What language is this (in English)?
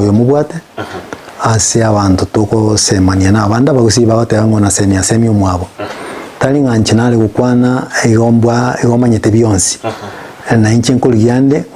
Gusii